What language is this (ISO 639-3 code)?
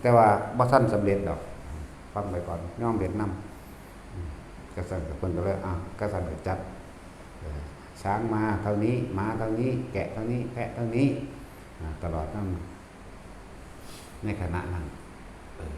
tts